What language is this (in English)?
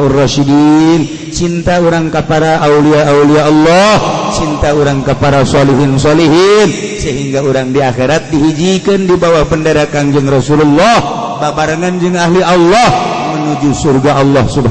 Sundanese